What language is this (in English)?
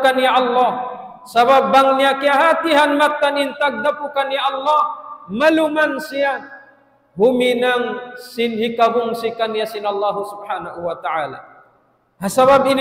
Tausug